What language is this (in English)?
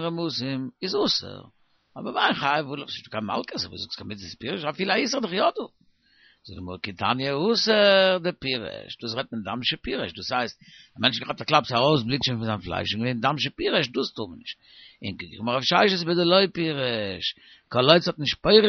Yiddish